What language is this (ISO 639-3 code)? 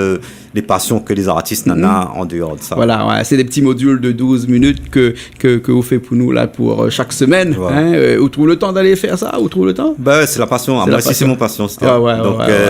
rcf